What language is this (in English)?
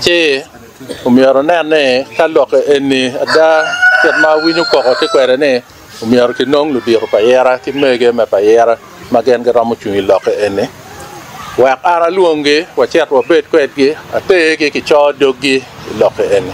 Acoli